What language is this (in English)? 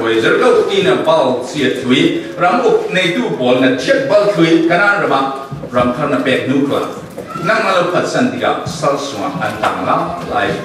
Falam Chin